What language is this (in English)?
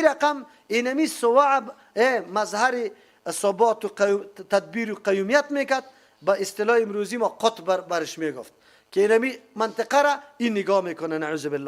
Persian